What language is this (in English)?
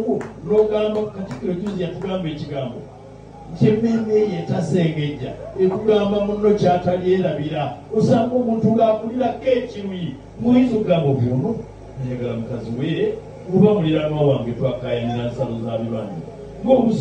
Ganda